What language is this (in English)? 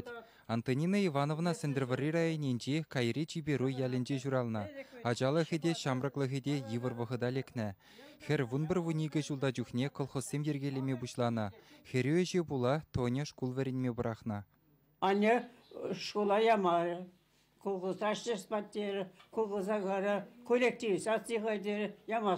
Chuvash